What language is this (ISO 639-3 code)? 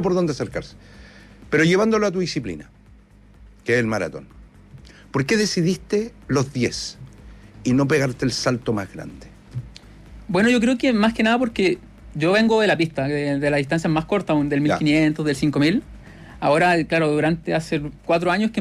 spa